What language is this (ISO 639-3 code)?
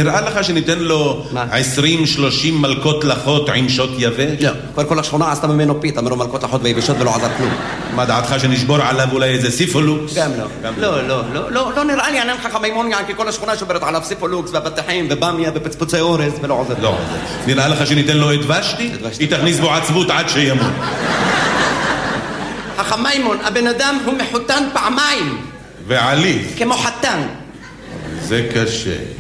heb